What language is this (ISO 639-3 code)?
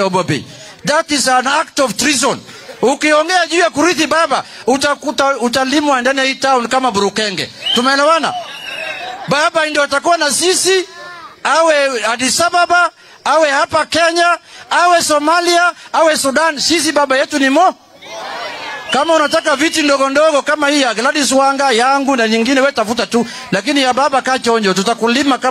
swa